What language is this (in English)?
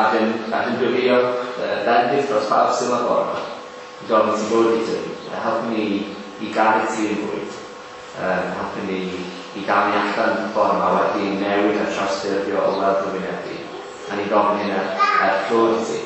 Welsh